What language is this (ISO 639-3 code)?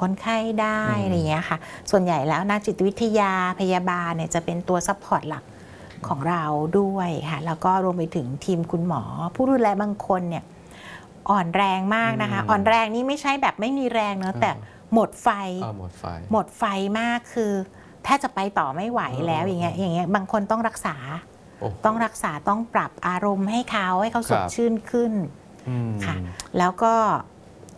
tha